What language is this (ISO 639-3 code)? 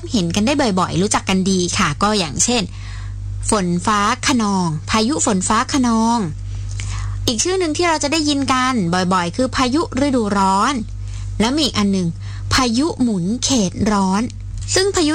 tha